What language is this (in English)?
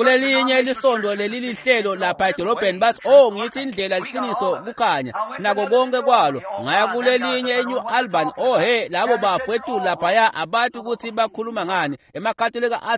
Swati